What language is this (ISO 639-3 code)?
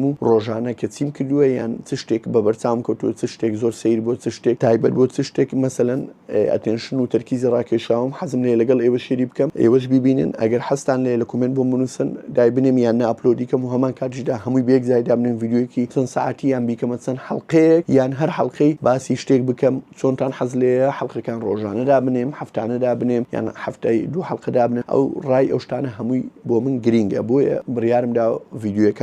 ckb